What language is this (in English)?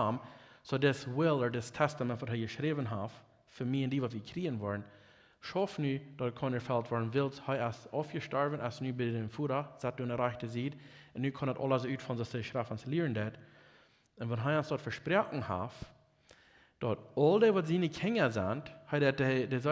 Plautdietsch